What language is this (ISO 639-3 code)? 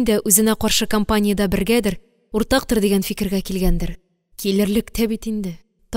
tat